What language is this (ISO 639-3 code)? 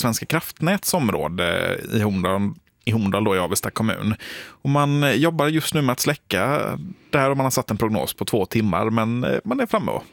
swe